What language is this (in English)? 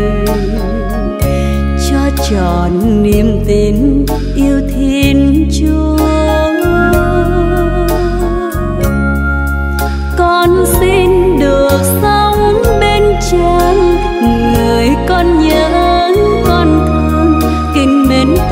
Vietnamese